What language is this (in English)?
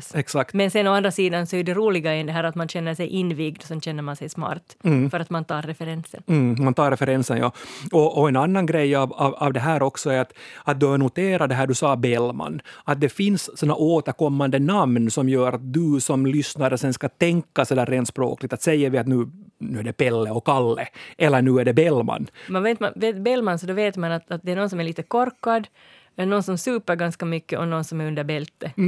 Swedish